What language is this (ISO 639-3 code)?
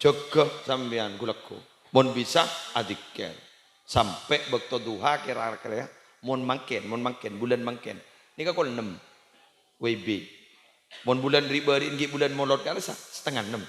mad